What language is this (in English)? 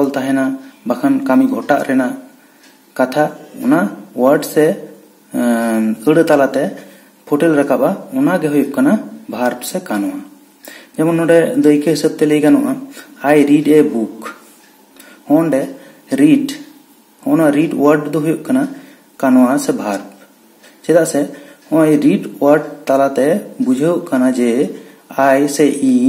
Santali